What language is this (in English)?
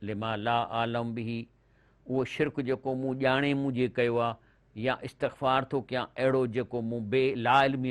Sindhi